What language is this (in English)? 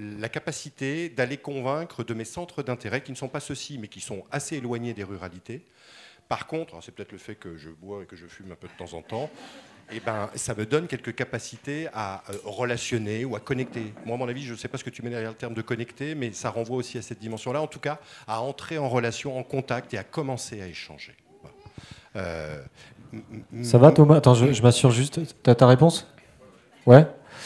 French